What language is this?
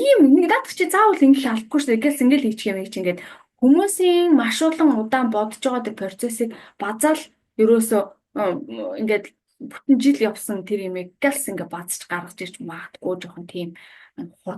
Mongolian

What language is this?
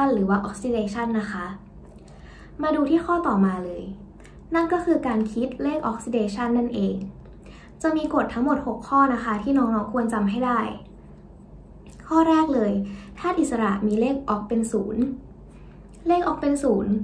Thai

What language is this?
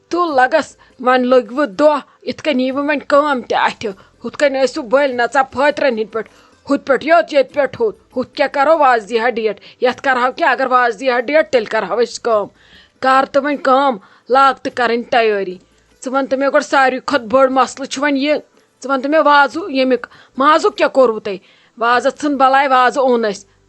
Kashmiri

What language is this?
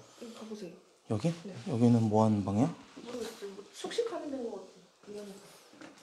Korean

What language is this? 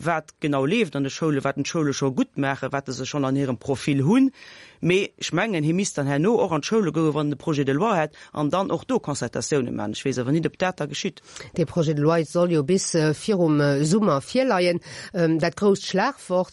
Luxembourgish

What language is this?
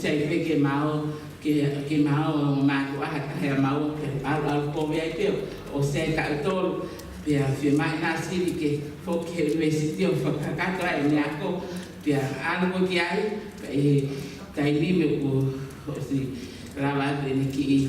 Tongan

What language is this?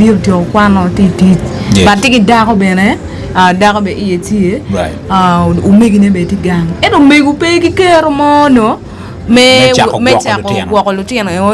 Acoli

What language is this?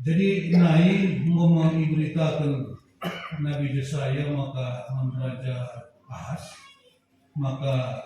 Batak Karo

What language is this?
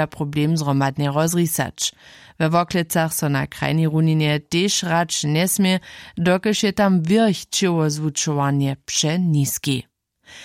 Upper Sorbian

